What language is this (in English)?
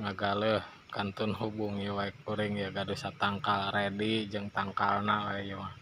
Sundanese